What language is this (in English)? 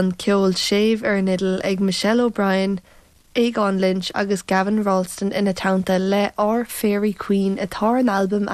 Irish